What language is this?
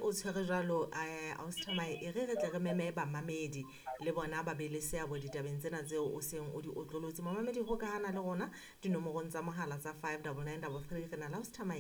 Southern Sotho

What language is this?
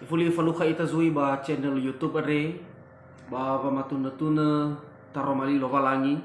Nias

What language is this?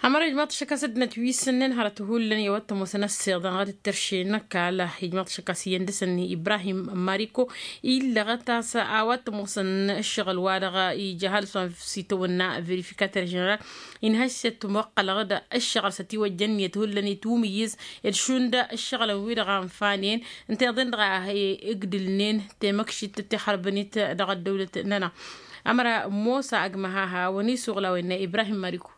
Tamasheq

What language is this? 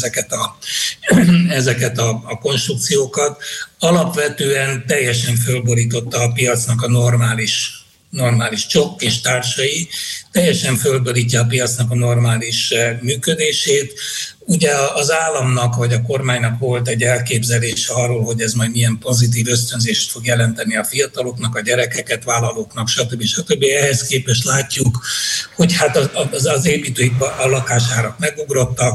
Hungarian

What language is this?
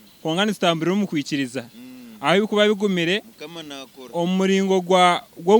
Nyankole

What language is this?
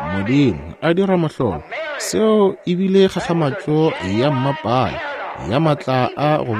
Northern Sotho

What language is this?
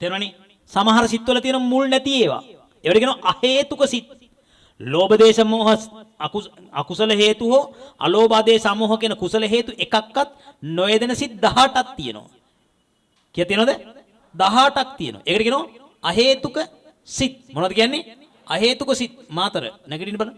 Sinhala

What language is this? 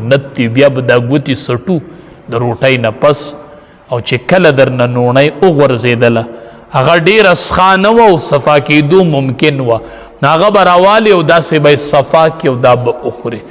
Pashto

